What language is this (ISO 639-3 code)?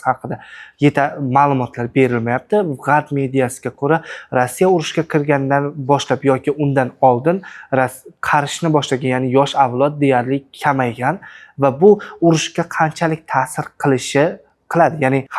uzb